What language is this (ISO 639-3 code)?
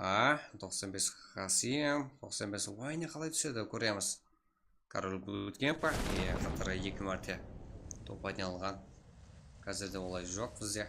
kaa